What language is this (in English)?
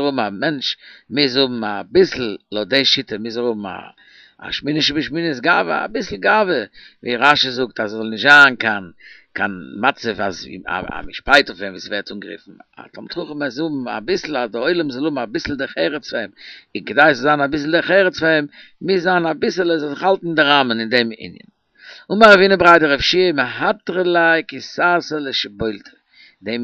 Yiddish